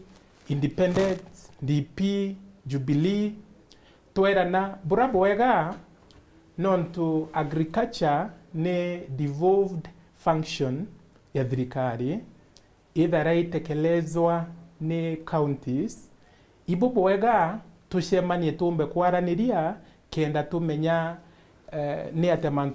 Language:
Meru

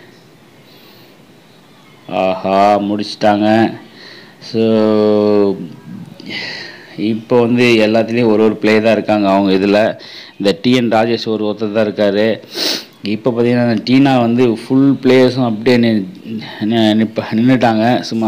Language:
Tamil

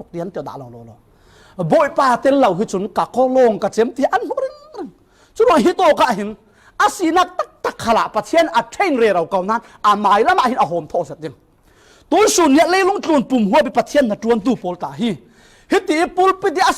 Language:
Falam Chin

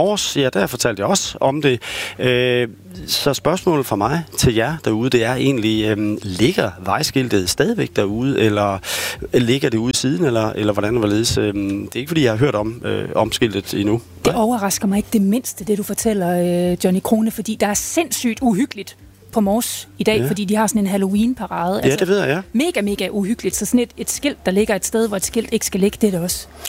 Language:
Danish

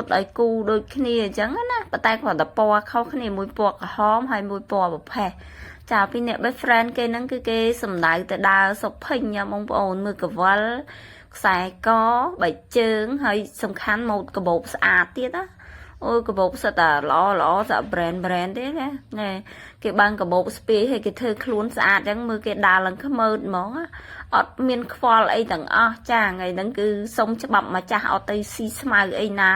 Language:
Khmer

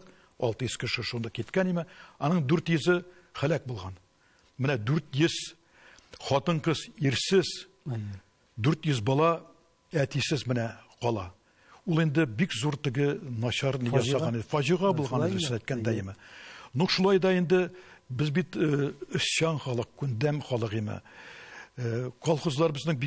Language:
Tatar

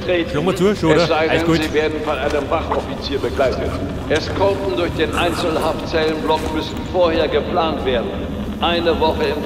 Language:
Bavarian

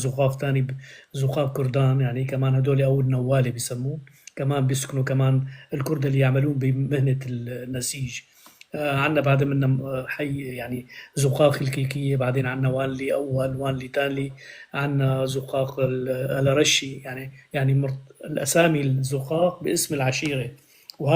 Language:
North Levantine Arabic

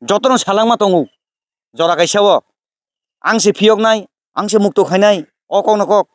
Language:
Kok Borok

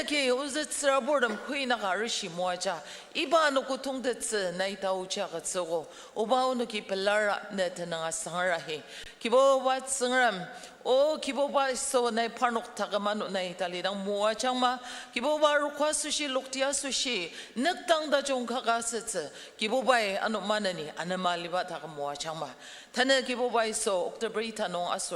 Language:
Ao Naga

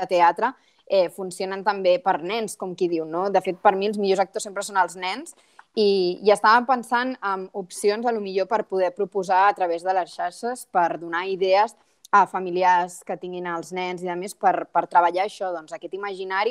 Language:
Catalan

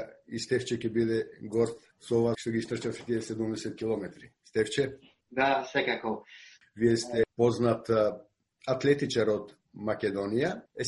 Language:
Macedonian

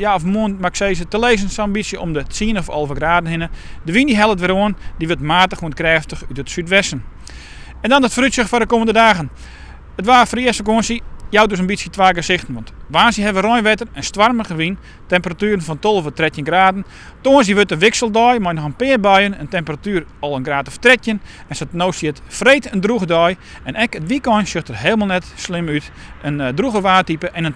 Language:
Western Frisian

